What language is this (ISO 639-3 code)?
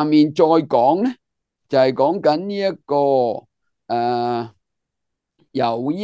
yue